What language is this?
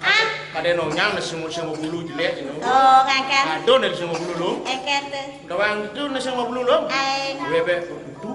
Balinese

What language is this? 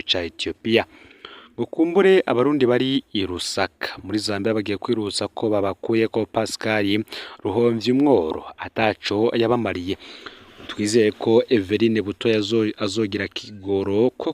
Rundi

